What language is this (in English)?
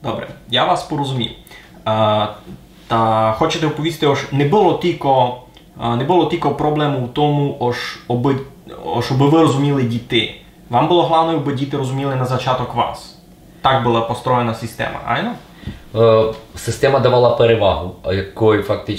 Rusyn